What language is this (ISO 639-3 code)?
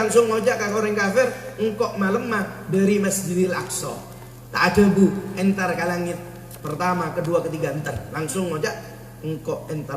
mad